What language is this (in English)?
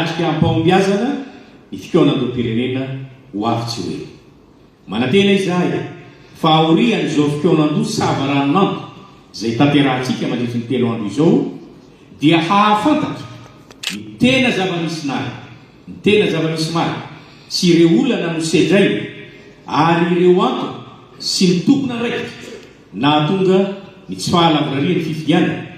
Malagasy